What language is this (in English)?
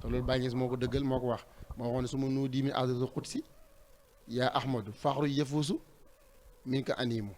Wolof